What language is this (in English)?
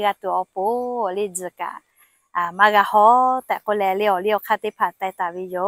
Lahu